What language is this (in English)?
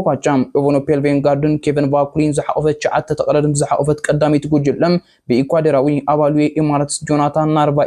Tigrinya